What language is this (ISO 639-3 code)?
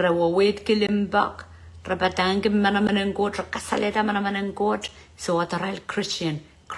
pon